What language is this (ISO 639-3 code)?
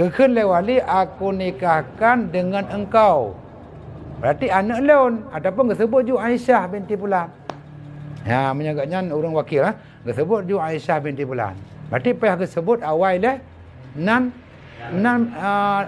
ace